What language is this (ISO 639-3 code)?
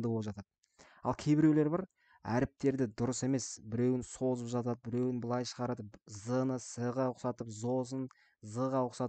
kaz